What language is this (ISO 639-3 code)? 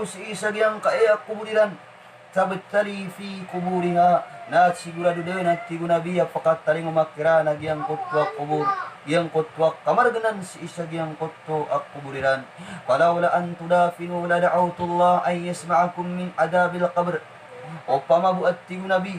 mrw